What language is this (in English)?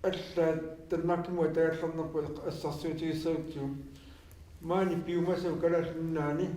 Kalaallisut